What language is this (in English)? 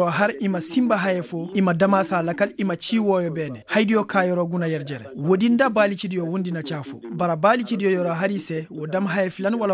Koyraboro Senni